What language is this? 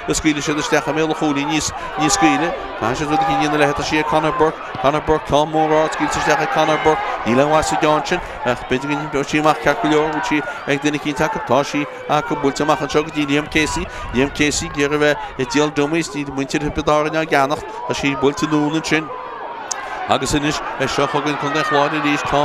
Irish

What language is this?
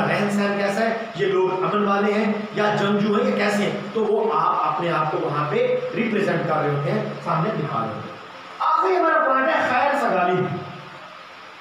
Urdu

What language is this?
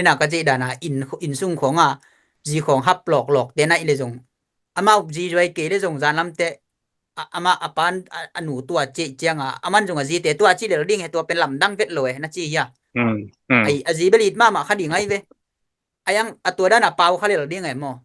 Tedim Chin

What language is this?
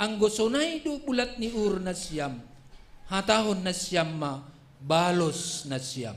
Batak Simalungun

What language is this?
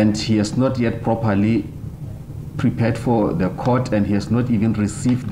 Tsonga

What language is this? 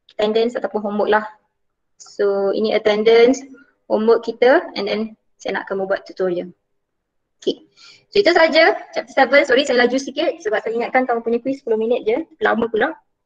Malay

